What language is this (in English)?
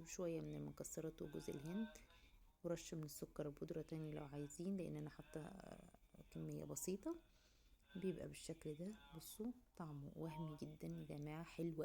Egyptian Arabic